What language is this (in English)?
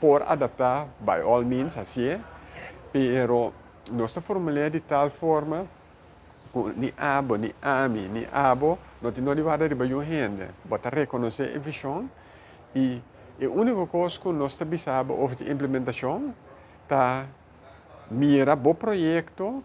Papiamento